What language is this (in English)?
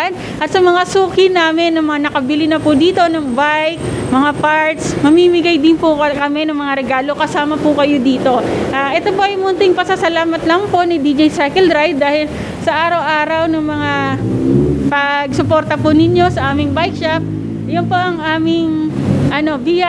Filipino